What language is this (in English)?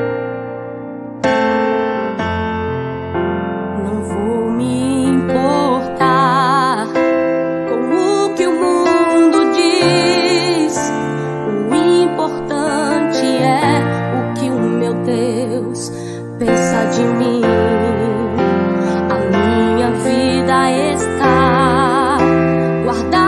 Portuguese